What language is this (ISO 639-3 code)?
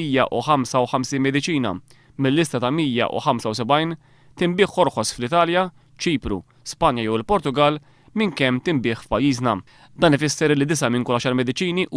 mlt